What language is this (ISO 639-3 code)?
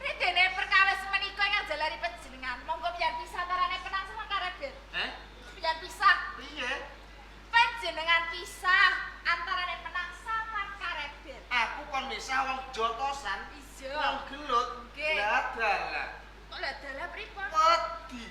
jav